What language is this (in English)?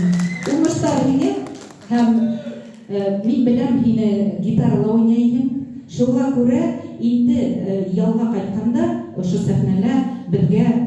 Bashkir